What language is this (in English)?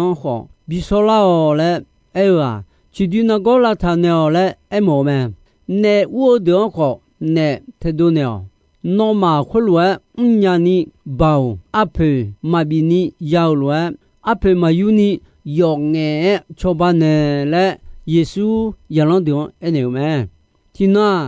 Akha